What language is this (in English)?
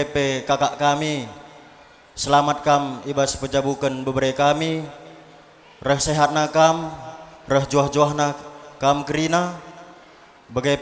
Batak Karo